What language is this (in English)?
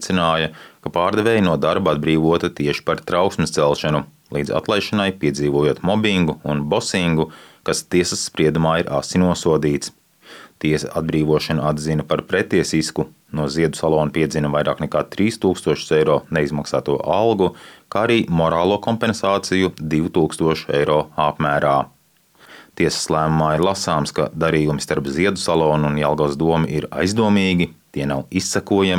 Latvian